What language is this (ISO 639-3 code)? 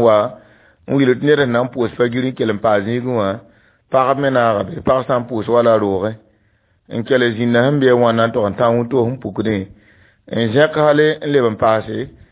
mos